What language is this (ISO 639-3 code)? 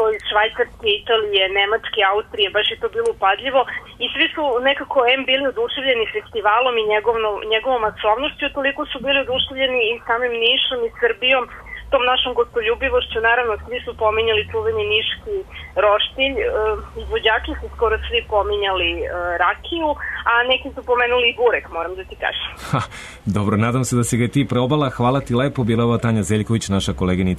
srp